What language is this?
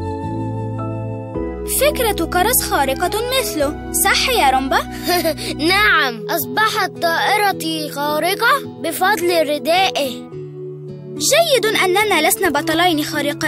Arabic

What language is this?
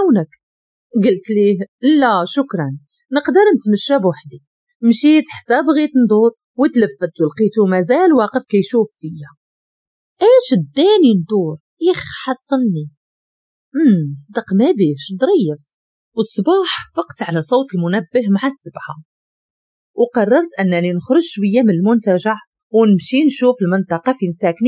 Moroccan Arabic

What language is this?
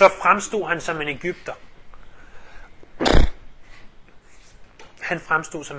Danish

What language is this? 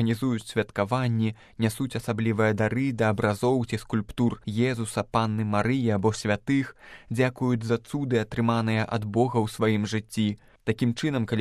Belarusian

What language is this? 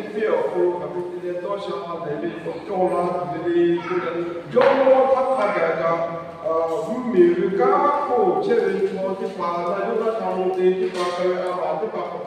Lahu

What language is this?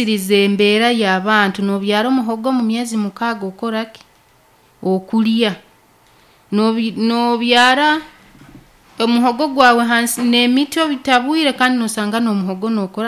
Nyankole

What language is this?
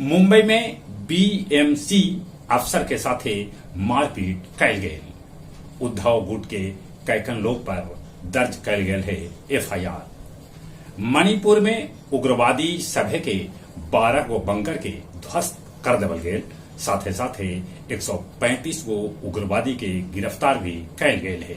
Magahi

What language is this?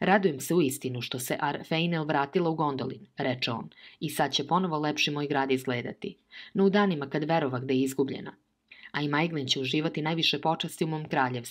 Serbian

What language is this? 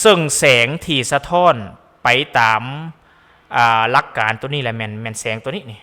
Lao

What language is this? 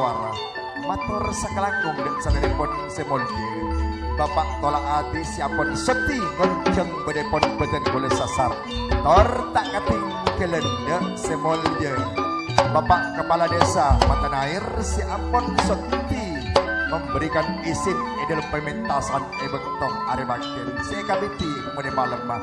Madurese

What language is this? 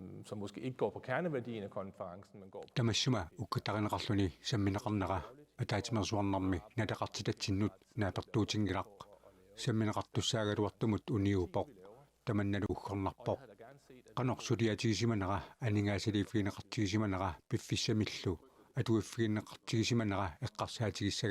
Kalaallisut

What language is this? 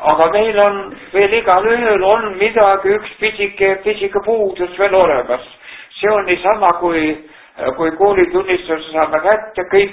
Estonian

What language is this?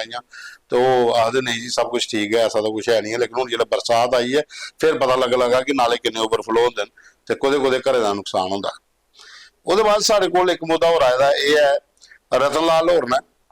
Dogri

